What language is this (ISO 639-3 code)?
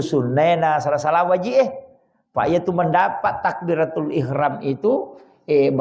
bug